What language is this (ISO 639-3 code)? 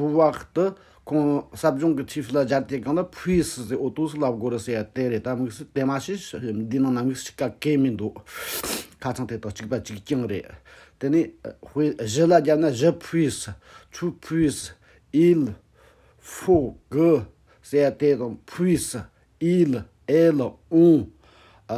bod